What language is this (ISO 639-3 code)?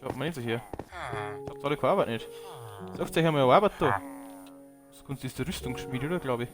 bar